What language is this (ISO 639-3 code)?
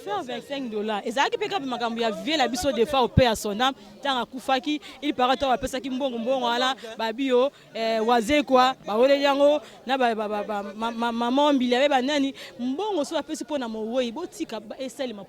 lin